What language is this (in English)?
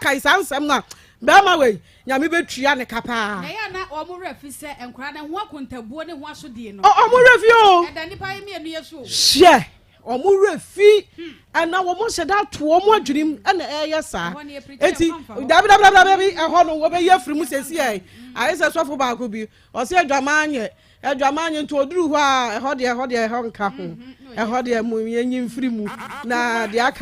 Akan